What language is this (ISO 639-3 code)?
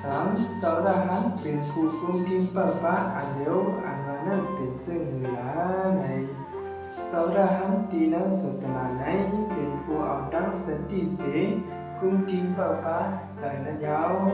shn